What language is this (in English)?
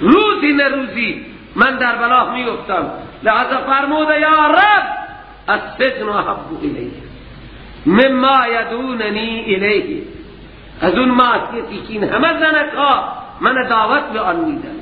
Persian